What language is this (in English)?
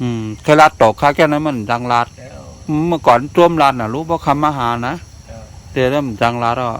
Shan